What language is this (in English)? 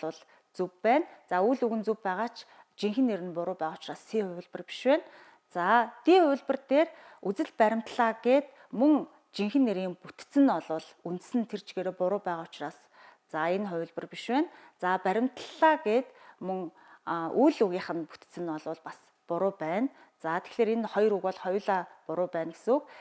Mongolian